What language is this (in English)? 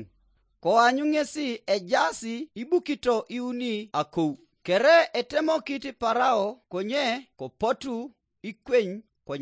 Teso